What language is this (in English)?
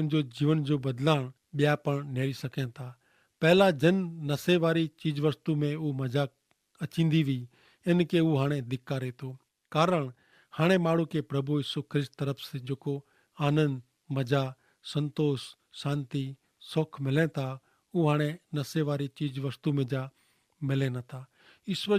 Kachhi